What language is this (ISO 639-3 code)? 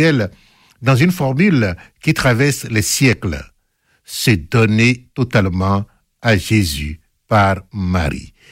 fra